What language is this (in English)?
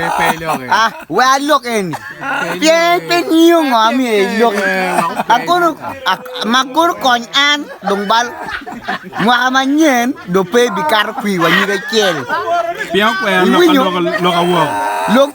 Acoli